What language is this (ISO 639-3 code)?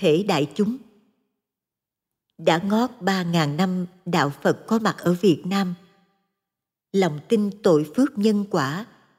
vie